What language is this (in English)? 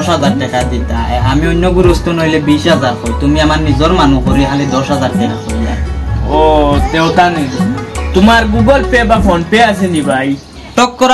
Sylheti